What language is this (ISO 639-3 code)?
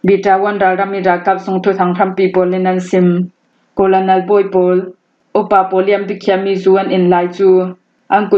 cfm